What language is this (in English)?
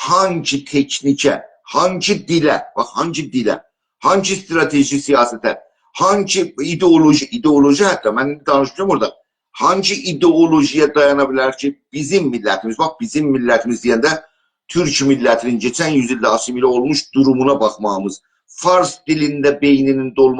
South Azerbaijani